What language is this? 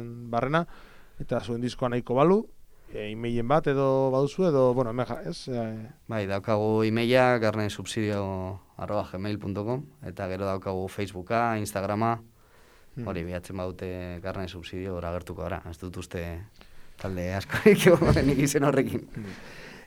Basque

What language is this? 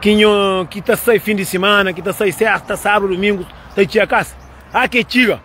Kabuverdianu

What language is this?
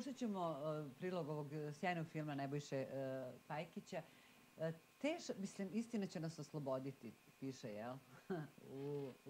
Serbian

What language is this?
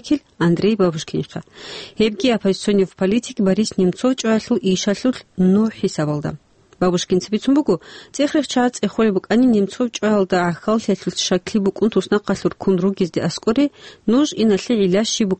Avaric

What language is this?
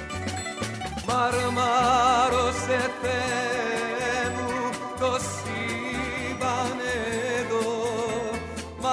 Greek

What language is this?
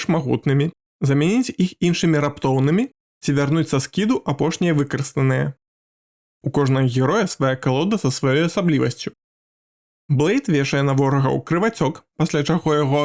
Belarusian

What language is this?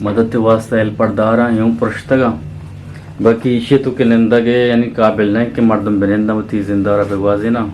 Eastern Balochi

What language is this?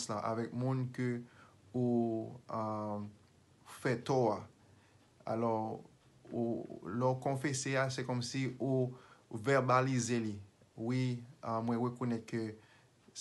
Haitian Creole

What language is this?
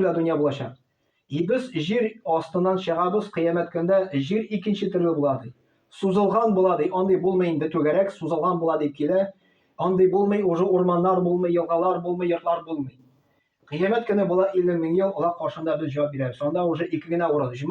Tatar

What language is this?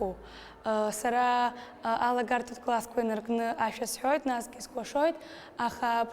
Abkhazian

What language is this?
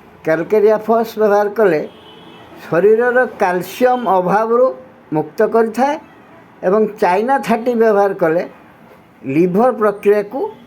Odia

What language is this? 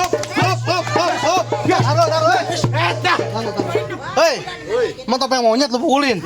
Betawi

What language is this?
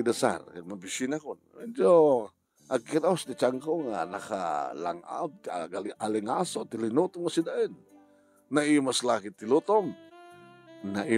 Iloko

